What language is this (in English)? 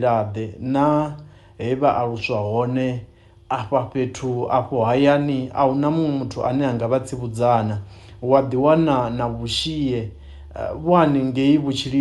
Venda